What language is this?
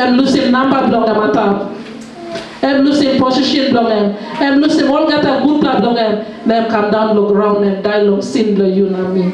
Tok Pisin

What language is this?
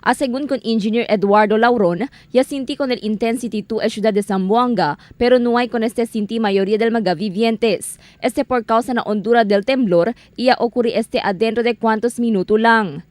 Chavacano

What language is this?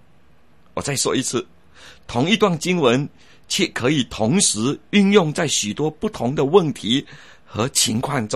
Chinese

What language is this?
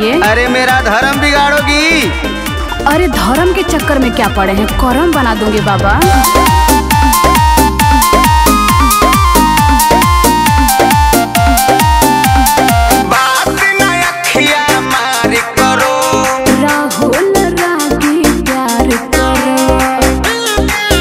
Bhojpuri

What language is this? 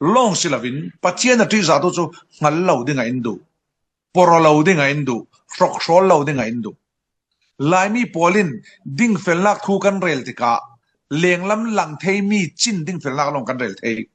Falam Chin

